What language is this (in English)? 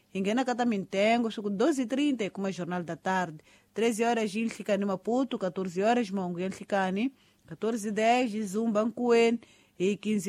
Tsonga